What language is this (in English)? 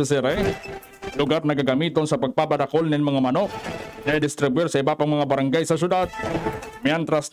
Bikol